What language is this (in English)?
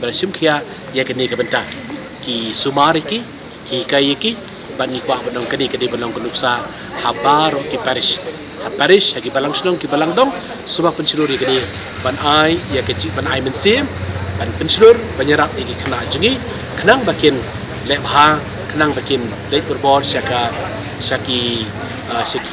Khasi